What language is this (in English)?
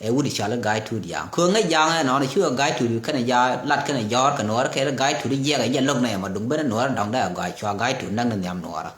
Nuer